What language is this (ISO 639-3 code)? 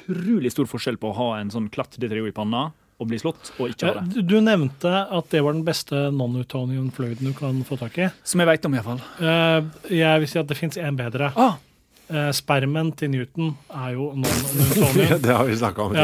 nor